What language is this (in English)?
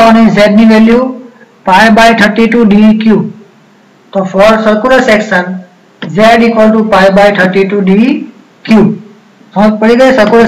Gujarati